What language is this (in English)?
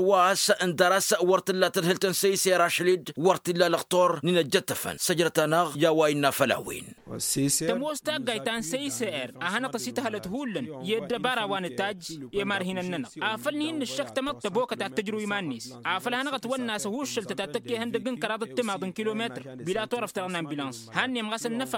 Tamasheq